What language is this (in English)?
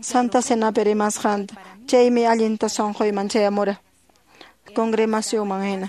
Quechua